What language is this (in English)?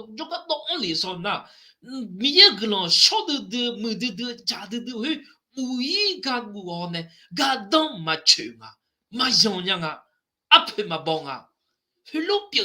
Akha